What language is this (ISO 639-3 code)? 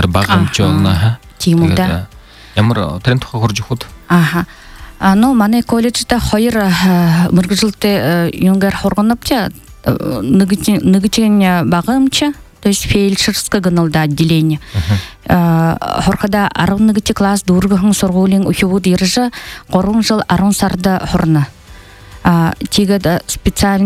bua